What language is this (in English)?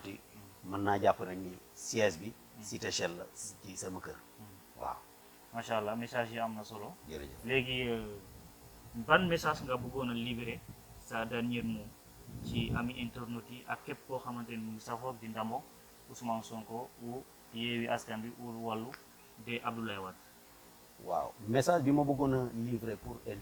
Wolof